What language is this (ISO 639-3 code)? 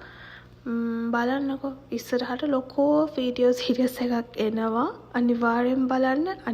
sin